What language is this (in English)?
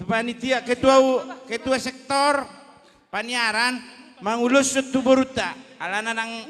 Batak Toba